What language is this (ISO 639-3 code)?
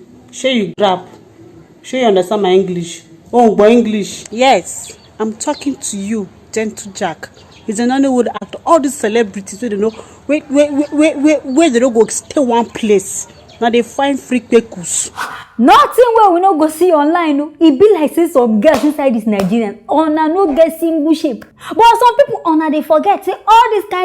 pcm